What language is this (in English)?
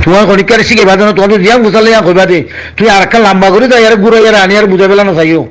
Rohingya